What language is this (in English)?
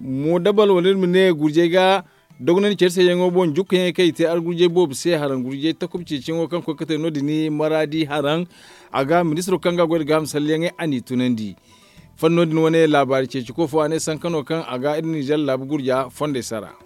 Zarma